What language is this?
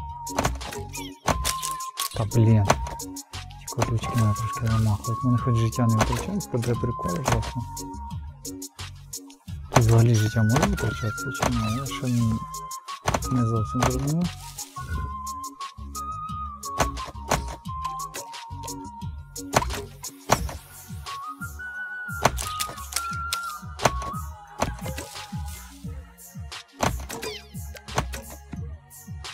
Ukrainian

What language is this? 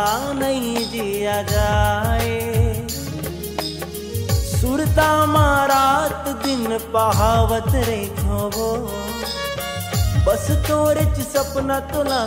Chhattisgarhi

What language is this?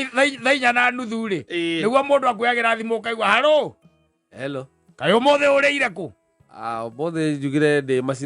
Kikuyu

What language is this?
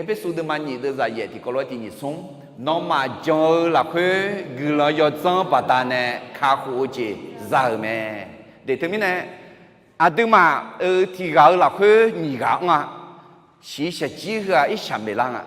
Akha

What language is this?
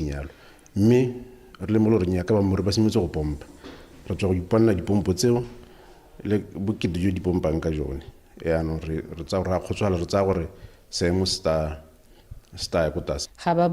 Tswana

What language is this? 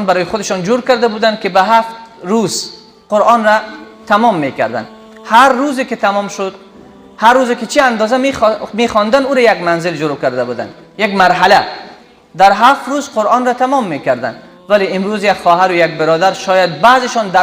Persian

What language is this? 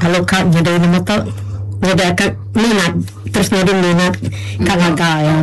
Iban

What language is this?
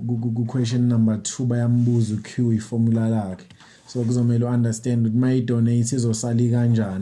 Zulu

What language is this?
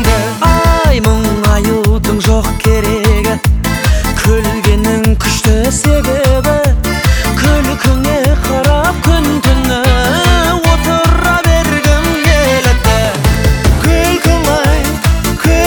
Kazakh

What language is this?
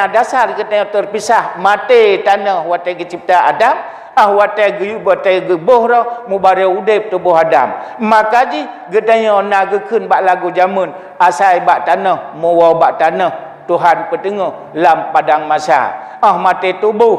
Achinese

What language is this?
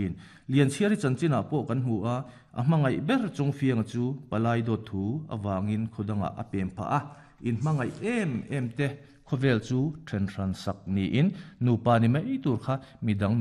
Mizo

